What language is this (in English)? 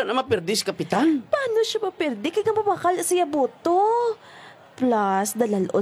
Hiligaynon